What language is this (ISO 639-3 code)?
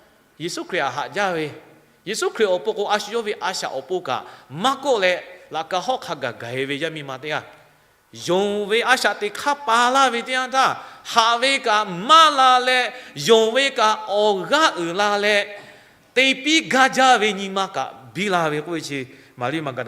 lhu